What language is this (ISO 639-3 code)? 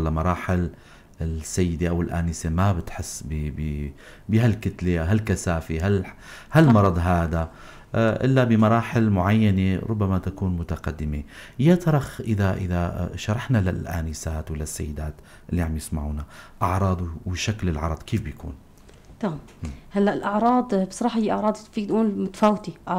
apc